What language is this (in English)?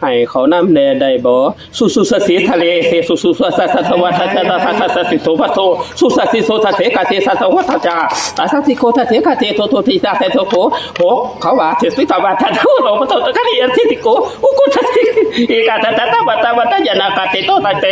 Northeastern Thai